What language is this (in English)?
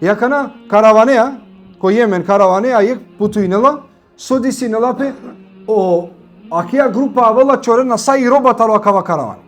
Balkan Romani